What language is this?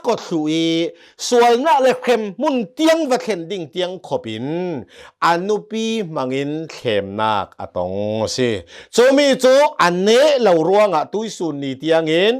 Hakha Chin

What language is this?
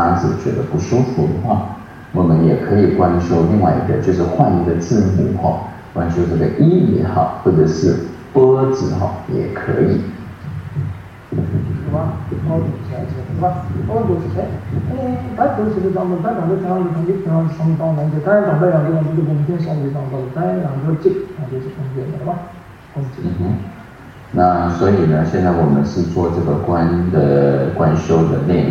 Chinese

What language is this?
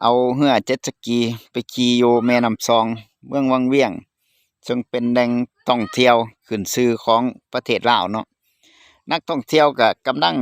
Lao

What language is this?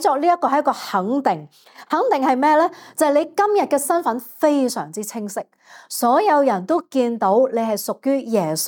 Cantonese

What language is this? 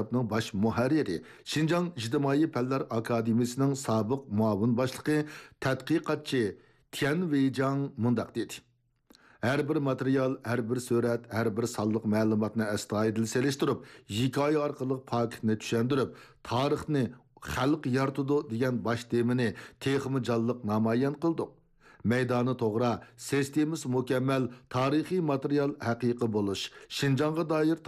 Uyghur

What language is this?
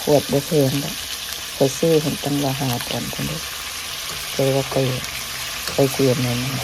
Lao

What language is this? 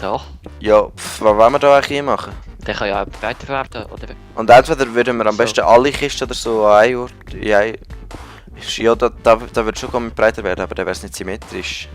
Swiss German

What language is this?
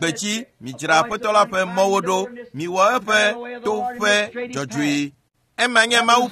Ewe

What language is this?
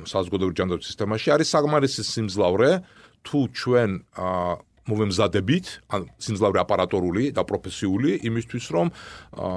Georgian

